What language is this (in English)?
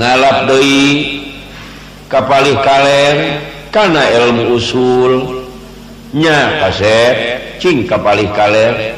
Sundanese